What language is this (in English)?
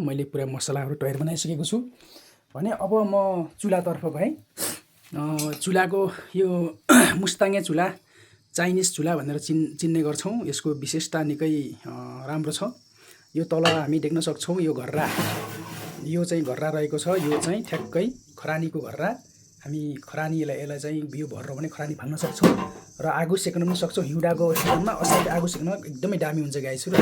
Nepali